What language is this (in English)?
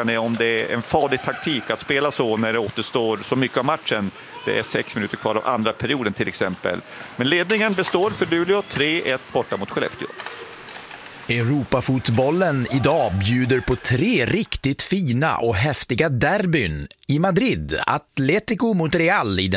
Swedish